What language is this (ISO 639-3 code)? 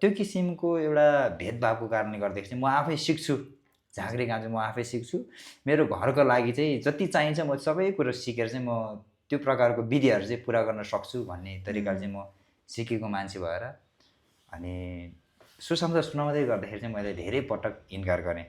nep